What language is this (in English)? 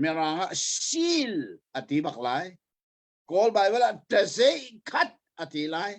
Hakha Chin